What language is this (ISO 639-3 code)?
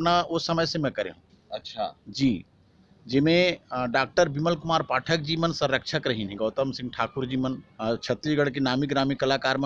hne